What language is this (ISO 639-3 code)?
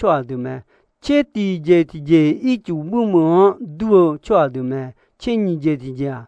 ahk